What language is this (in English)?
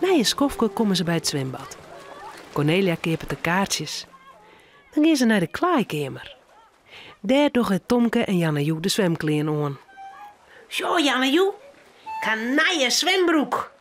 Western Frisian